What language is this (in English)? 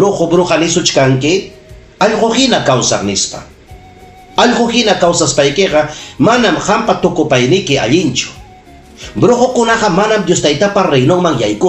Ayacucho Quechua